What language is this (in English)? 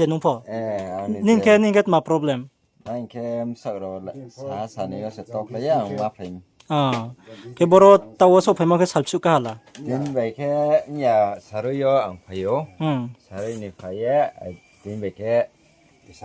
Riang (India)